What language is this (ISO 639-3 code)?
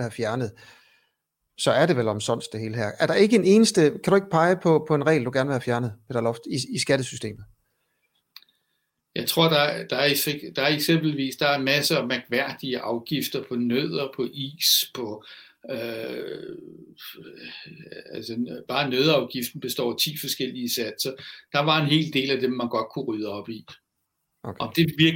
dan